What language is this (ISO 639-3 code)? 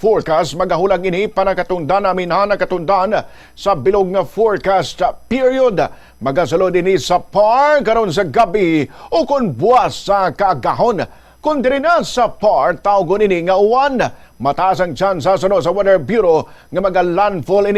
hil